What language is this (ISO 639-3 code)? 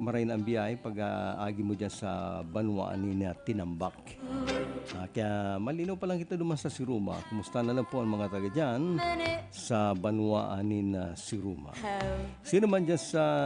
bik